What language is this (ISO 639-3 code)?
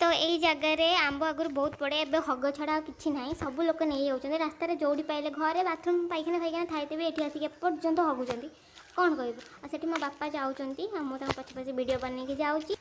ori